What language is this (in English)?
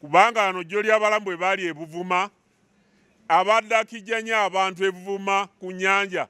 Ganda